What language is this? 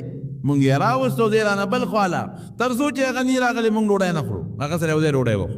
Pashto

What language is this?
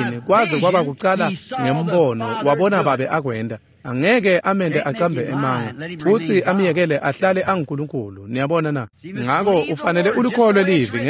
Swati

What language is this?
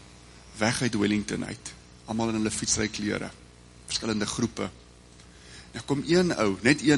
Afrikaans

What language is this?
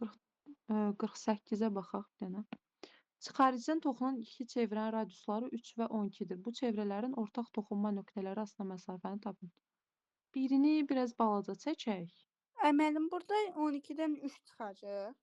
Azerbaijani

